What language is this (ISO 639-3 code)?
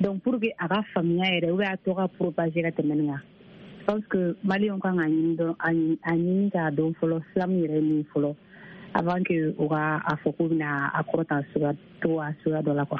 bam